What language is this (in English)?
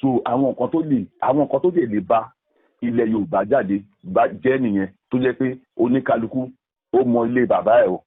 Yoruba